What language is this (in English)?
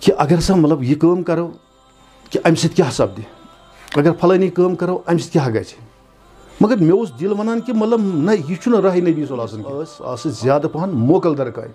Kashmiri